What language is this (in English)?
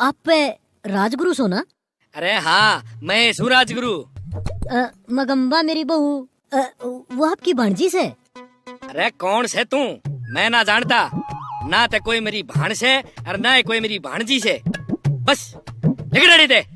Haryanvi